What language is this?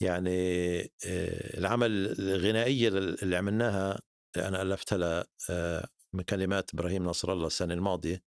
North Levantine Arabic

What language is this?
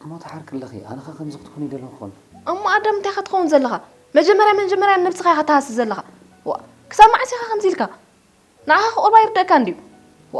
Tigrinya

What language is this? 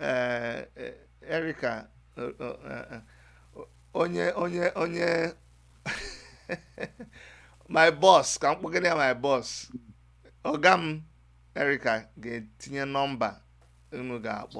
Igbo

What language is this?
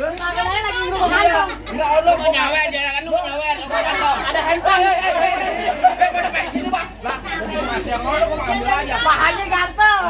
Betawi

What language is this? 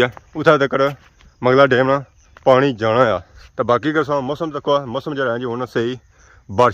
Pahari-Potwari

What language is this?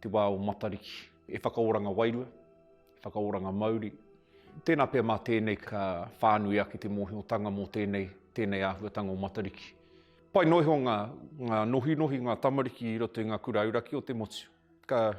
Māori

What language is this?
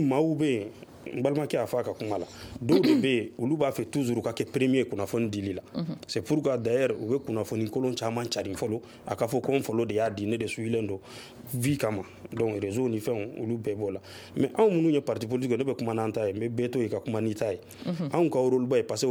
Bambara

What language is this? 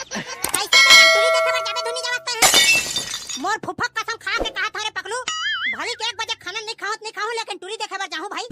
Chhattisgarhi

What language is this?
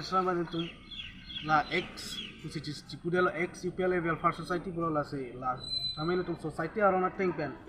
Karbi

